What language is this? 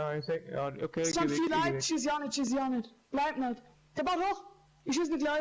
Bavarian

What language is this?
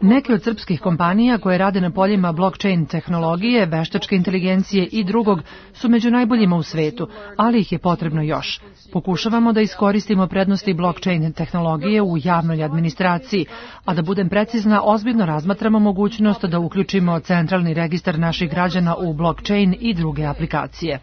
Serbian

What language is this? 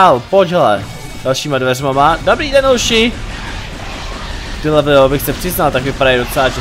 Czech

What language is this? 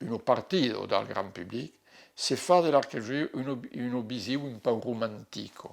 Occitan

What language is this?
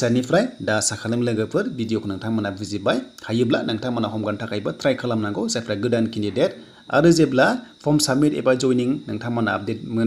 Bodo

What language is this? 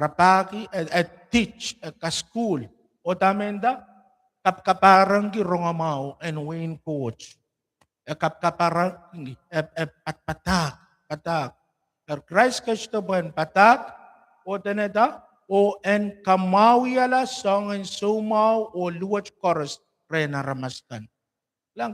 Pohnpeian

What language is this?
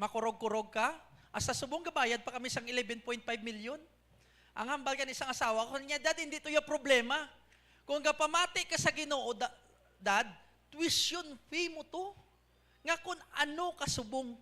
Hiligaynon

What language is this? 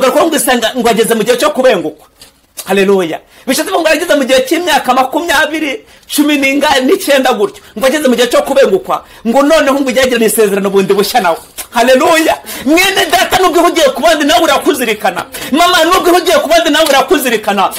Kinyarwanda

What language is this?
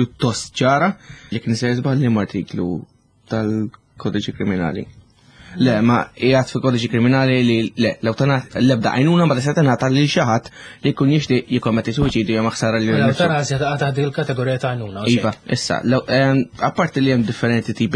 Maltese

